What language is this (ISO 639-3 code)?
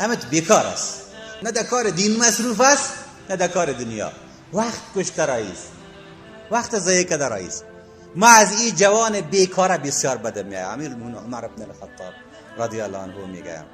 fas